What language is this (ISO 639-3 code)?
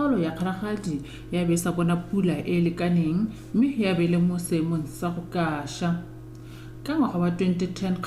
tsn